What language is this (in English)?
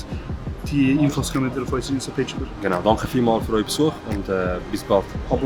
Swiss German